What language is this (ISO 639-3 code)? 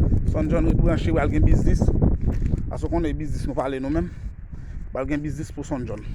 hat